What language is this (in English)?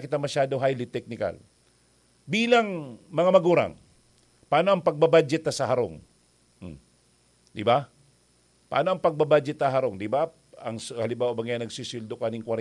Bikol